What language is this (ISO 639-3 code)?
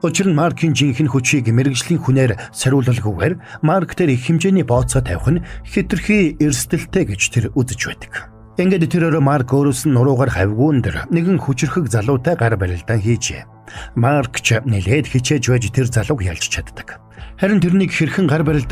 mon